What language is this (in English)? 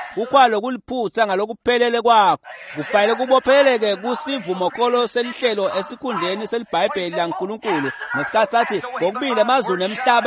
Swati